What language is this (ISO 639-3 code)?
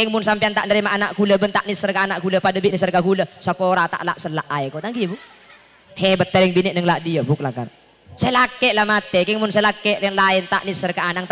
mad